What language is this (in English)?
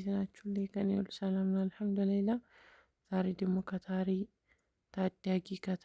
Amharic